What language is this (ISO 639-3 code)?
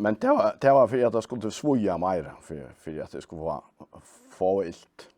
fao